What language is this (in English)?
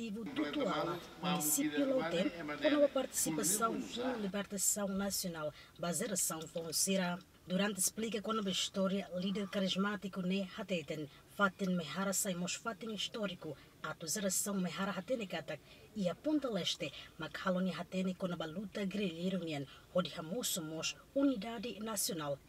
Tetum